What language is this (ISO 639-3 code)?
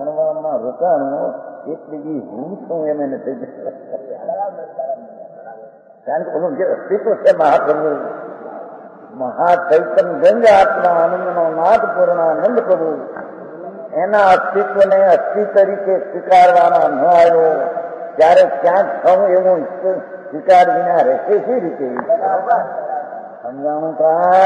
guj